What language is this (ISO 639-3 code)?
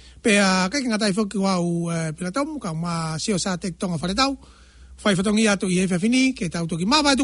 ton